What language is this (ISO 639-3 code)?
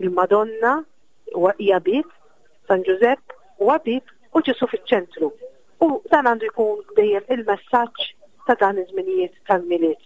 mlt